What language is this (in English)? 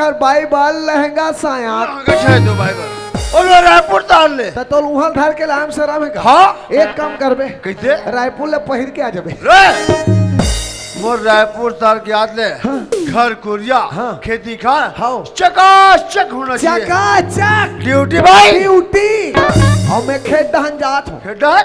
Chhattisgarhi